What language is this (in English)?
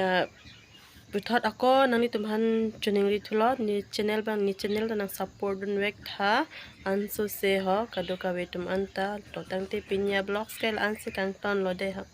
Karbi